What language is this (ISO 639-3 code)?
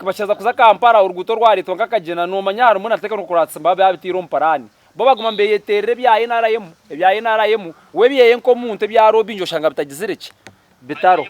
nyn